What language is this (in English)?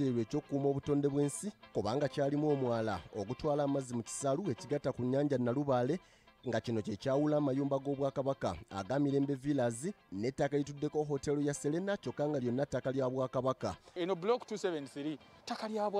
Ganda